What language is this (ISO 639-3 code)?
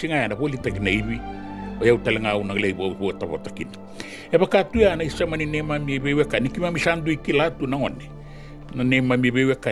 fij